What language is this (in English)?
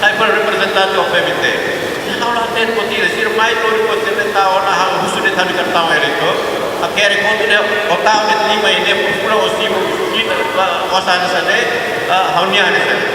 Tetum